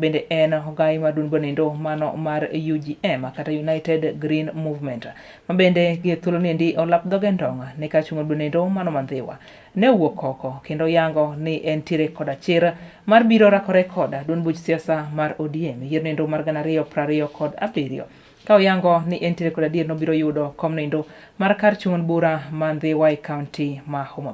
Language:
Luo (Kenya and Tanzania)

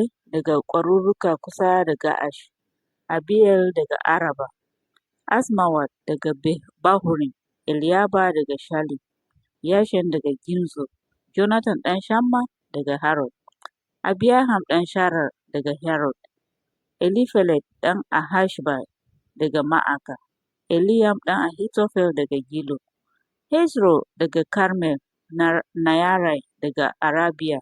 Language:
Hausa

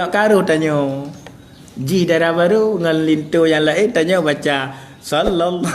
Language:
Achinese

